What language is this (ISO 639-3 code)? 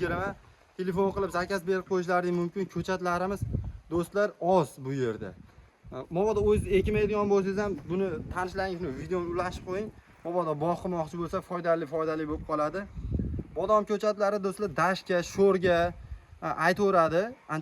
uzb